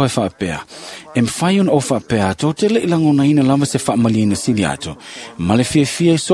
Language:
Samoan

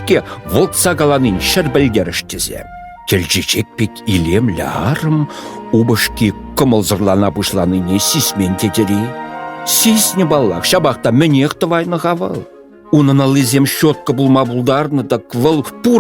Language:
Chuvash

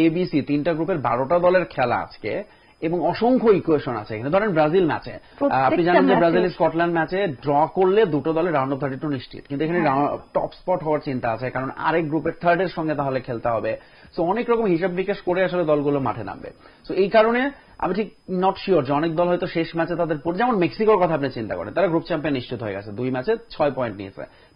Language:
Bangla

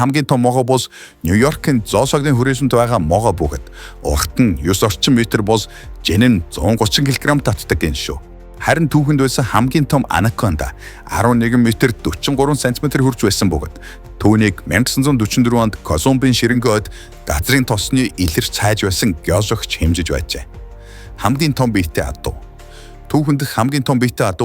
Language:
Mongolian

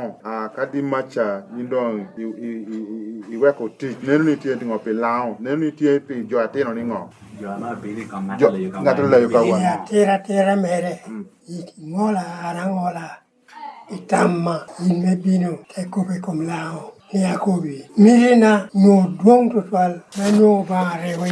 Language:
Lango (Uganda)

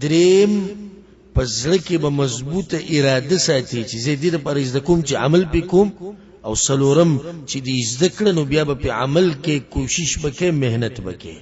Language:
Pashto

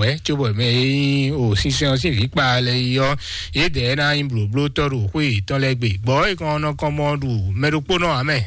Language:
Fon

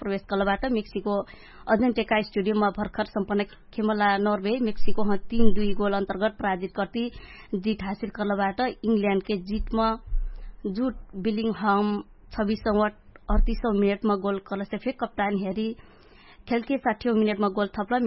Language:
Dangaura Tharu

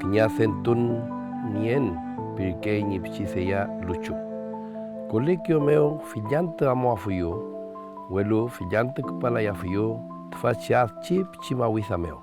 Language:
Mapuche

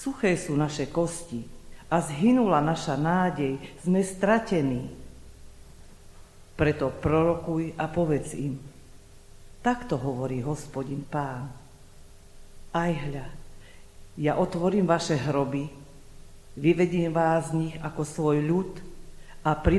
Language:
Slovak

